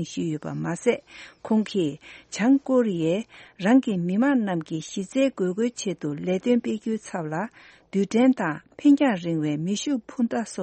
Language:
Tibetan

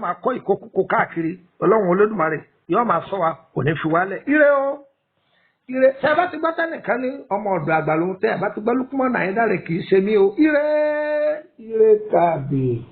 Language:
Yoruba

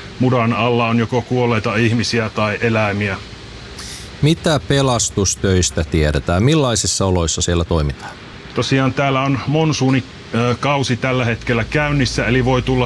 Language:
Finnish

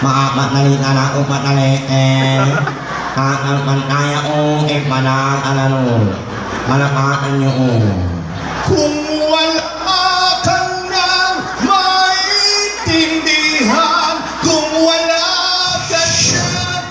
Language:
Pampanga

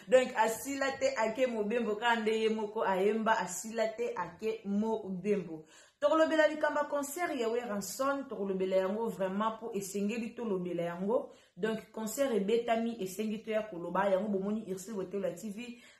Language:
Lingala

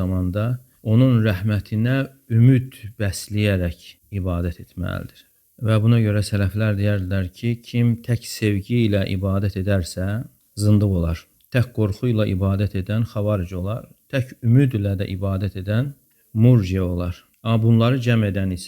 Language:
Azerbaijani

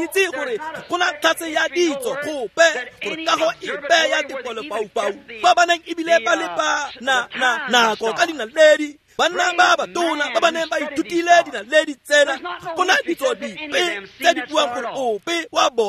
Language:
Tswana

